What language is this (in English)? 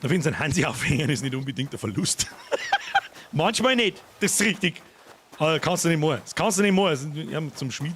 Bavarian